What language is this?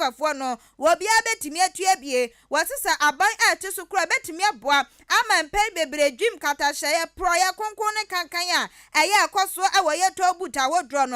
Akan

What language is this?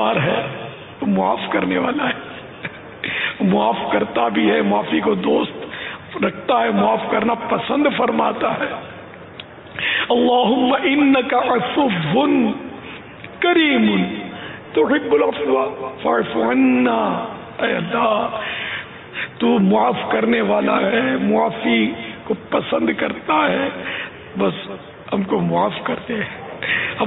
Urdu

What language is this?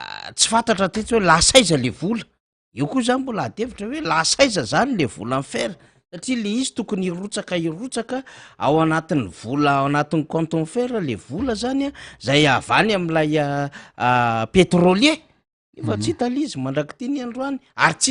Malagasy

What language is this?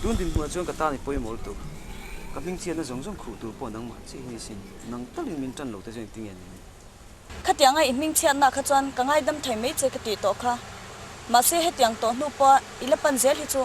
Mizo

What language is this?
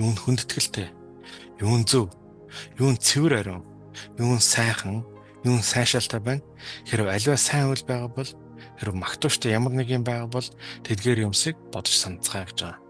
Mongolian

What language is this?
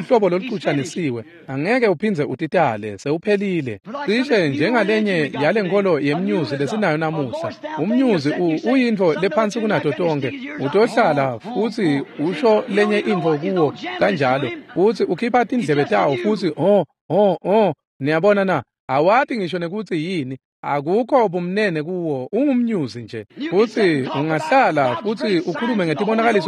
Swati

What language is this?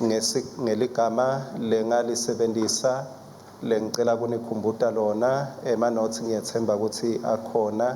Swati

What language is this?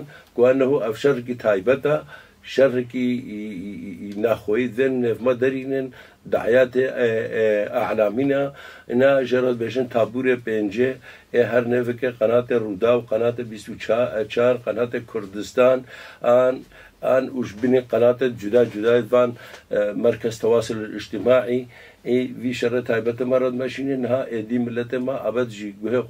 Kurdish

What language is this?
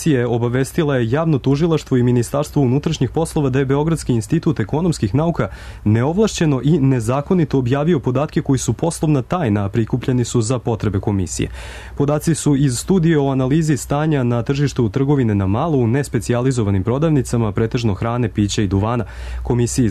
Serbian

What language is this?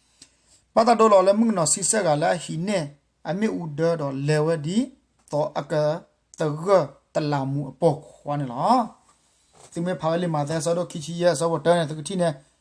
S'gaw Karen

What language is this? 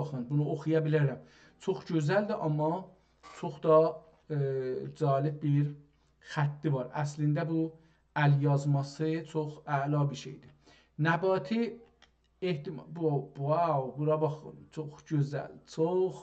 South Azerbaijani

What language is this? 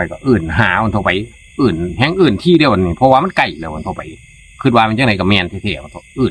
Northeastern Thai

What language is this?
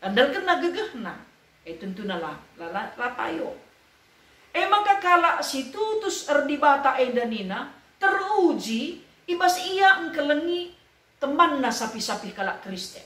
Batak Karo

